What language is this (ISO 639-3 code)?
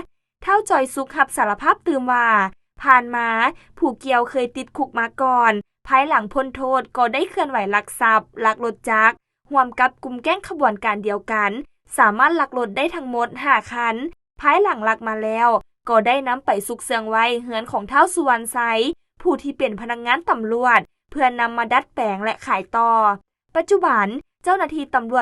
lao